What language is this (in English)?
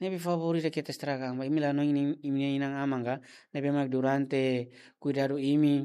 Tetum